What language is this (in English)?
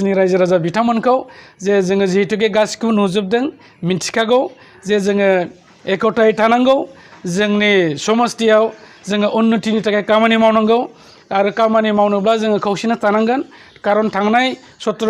Bodo